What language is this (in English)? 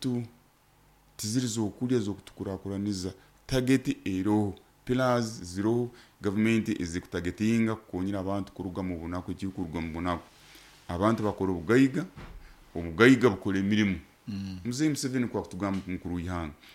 Nyoro